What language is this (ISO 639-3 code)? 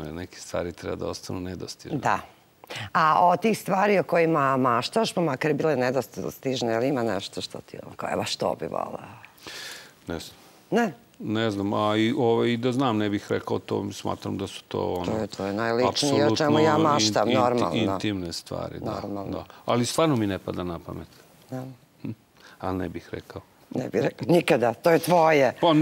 srp